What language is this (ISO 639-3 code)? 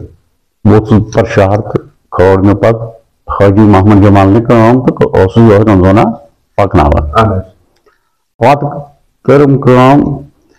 kas